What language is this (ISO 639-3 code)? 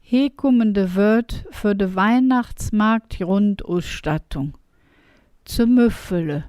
ksh